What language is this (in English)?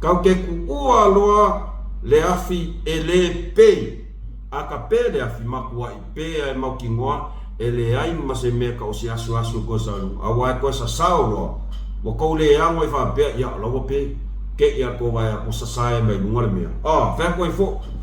Samoan